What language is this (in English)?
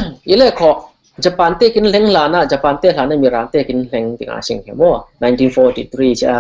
Falam Chin